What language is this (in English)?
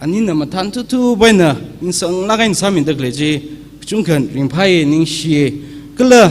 Tangkhul Naga (India)